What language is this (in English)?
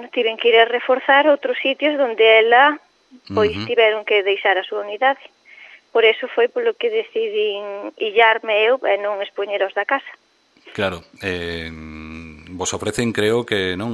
Galician